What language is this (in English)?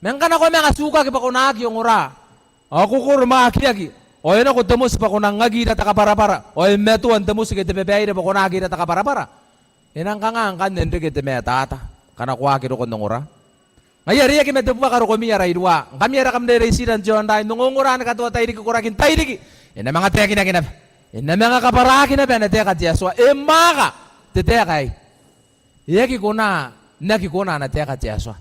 Gilbertese